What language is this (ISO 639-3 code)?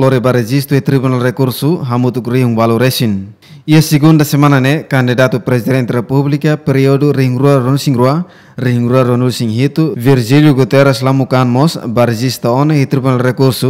tet